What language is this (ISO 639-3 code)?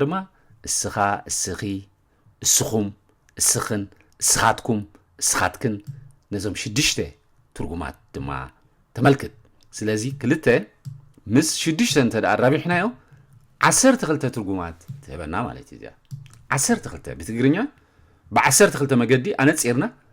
tir